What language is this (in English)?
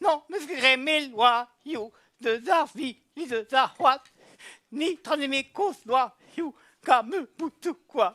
Breton